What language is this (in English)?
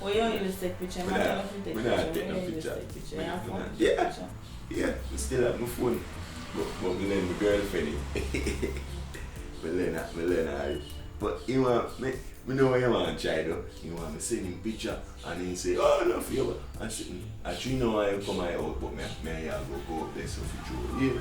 Jamaican Creole English